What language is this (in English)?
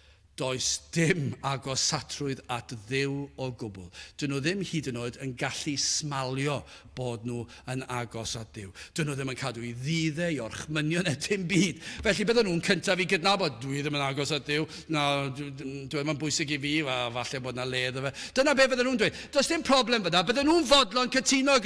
Welsh